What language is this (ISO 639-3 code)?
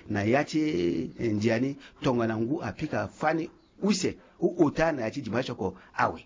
sag